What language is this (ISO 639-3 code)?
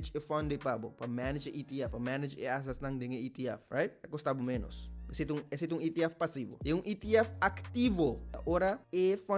pap